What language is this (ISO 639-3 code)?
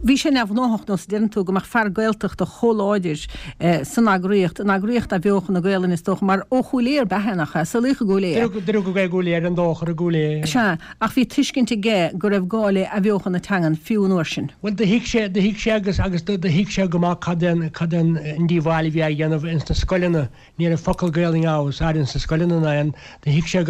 gle